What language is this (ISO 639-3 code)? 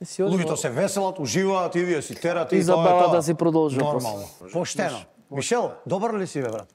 mkd